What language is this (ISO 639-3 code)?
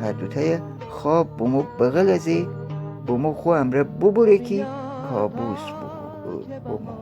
glk